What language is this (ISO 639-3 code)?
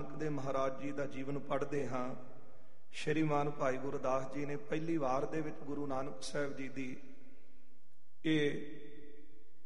pan